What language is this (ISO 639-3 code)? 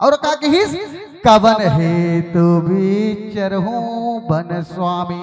hne